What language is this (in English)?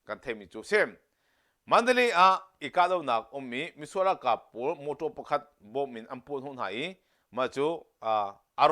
Hakha Chin